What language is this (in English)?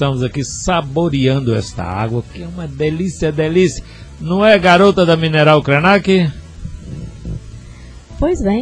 Portuguese